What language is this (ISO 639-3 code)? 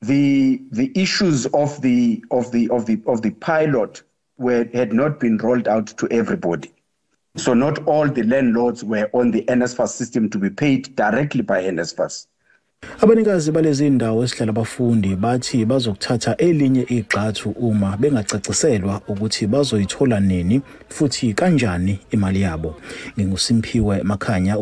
zul